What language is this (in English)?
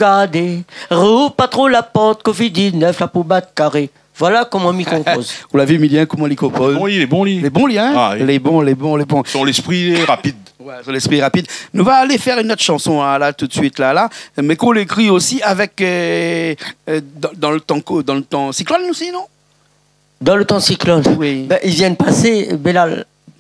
Réunion Creole French